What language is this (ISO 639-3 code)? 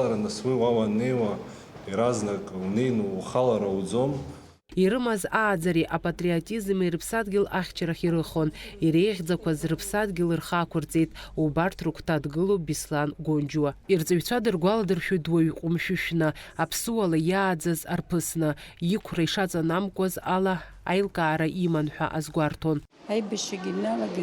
abk